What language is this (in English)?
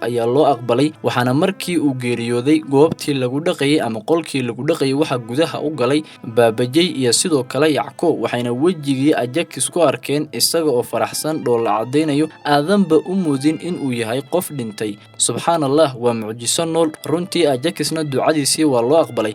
Somali